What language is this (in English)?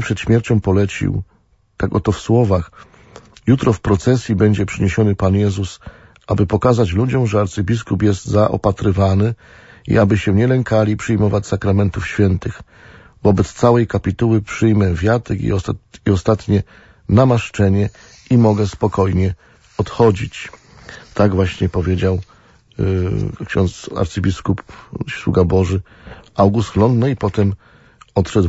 Polish